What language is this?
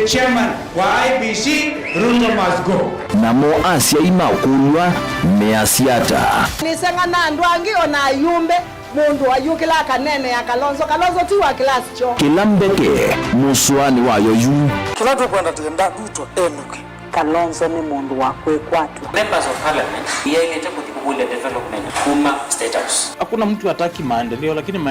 Kamba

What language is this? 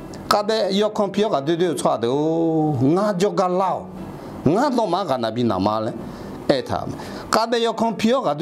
Akha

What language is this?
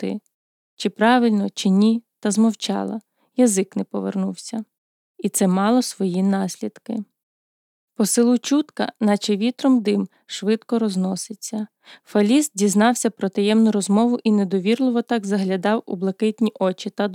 Ukrainian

